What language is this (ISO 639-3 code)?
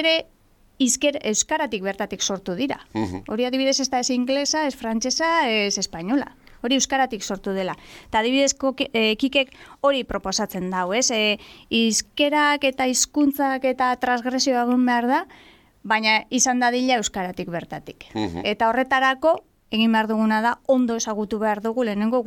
eus